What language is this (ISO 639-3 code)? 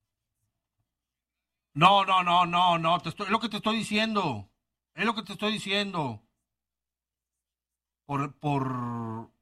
spa